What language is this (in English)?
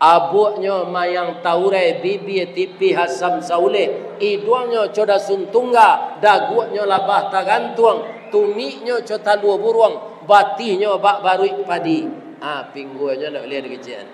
Minangkabau